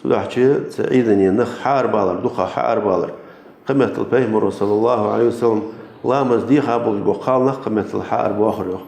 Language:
Ingush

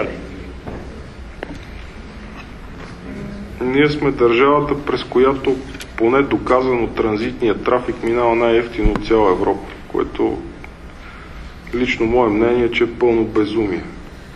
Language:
Bulgarian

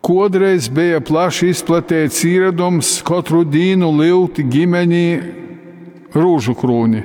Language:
Latgalian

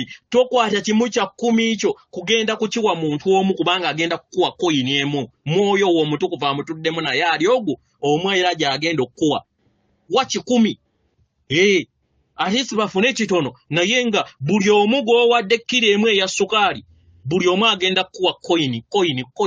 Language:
Ganda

